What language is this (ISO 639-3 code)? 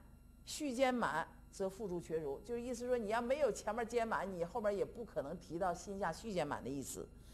zho